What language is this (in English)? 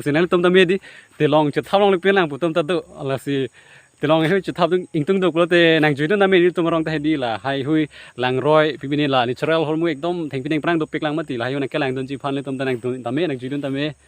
Karbi